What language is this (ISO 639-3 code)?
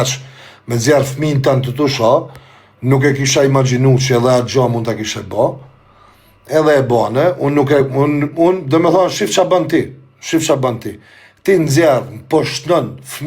sqi